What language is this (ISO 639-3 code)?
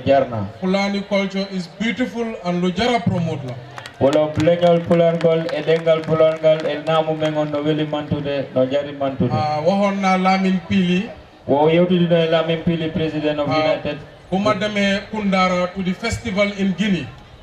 ful